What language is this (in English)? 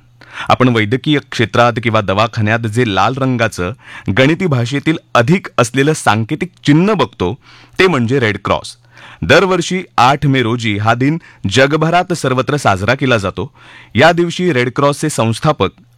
Marathi